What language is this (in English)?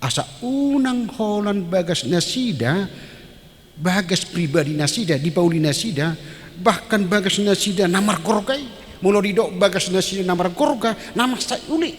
Batak Toba